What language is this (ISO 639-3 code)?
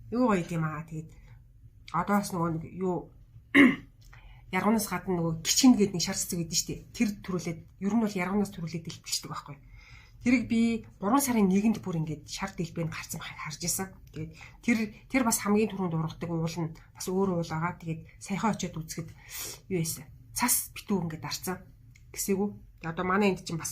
mon